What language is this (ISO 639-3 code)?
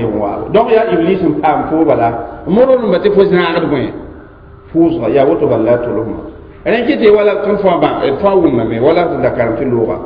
mos